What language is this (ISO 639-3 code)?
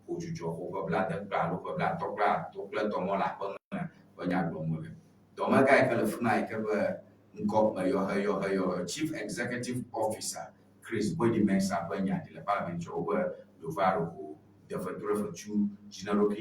ewe